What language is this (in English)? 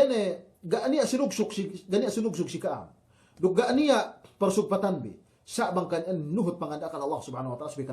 Yakan